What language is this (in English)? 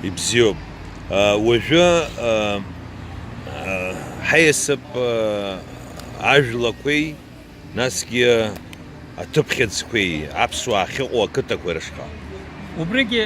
Abkhazian